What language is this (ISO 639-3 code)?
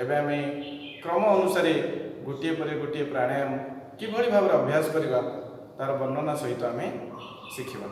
ori